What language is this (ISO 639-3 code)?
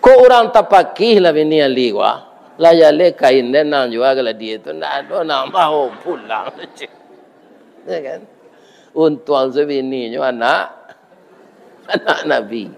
min